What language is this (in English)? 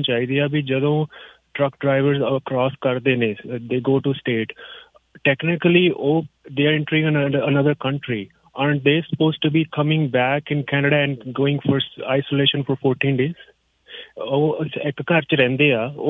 Punjabi